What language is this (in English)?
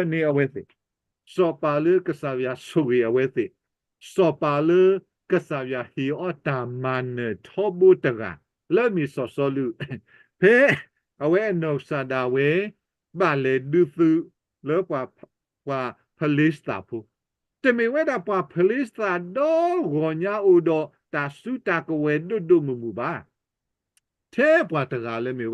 S'gaw Karen